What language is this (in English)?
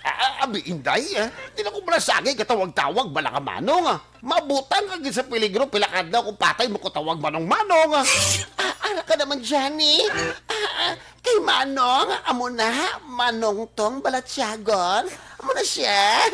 Hiligaynon